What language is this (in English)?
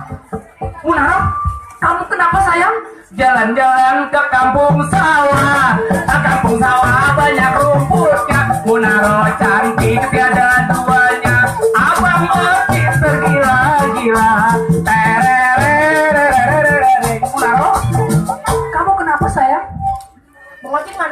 Betawi